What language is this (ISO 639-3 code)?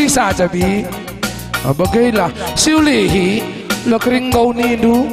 btx